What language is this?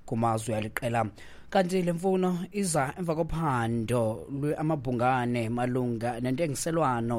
Xhosa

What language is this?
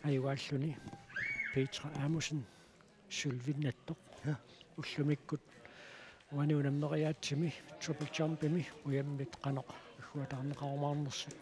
Kalaallisut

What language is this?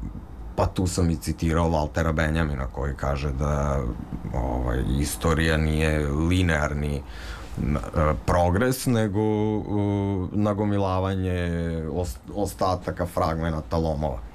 Serbian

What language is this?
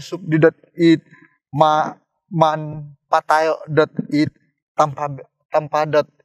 Central Dusun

